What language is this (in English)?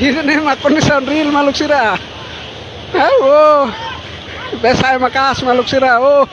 Tetum